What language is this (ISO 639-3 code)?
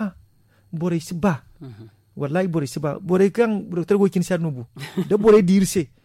dje